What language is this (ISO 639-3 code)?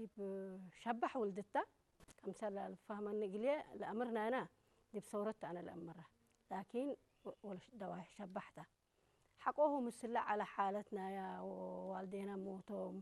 tig